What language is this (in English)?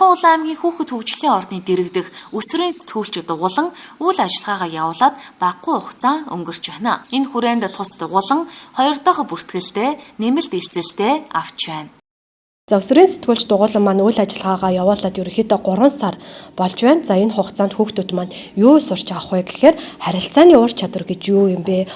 Mongolian